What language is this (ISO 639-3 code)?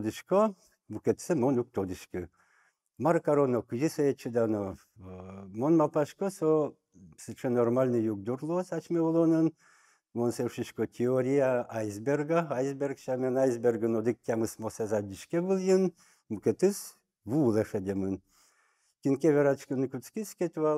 udm